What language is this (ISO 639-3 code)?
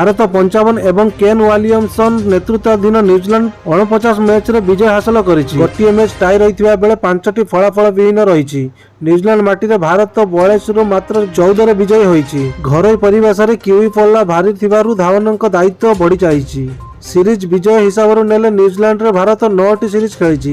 ori